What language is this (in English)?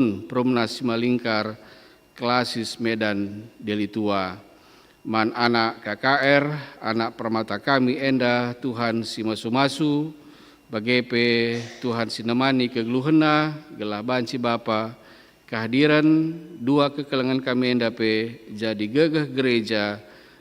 Batak Karo